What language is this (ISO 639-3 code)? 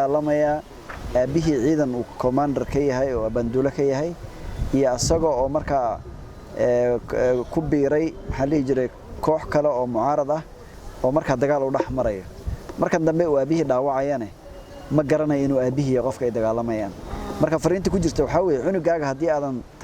som